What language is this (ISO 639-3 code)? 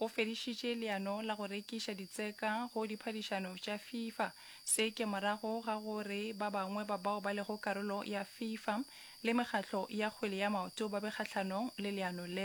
nso